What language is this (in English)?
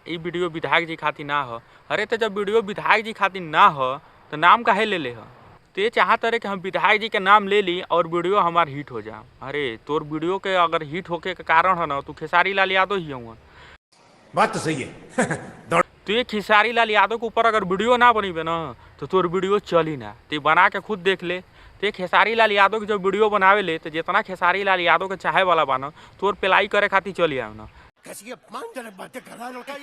Bhojpuri